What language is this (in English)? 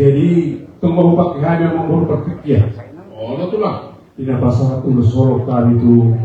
Batak Toba